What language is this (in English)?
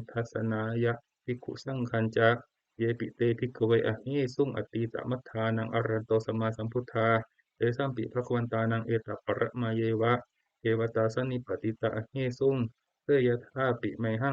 Pali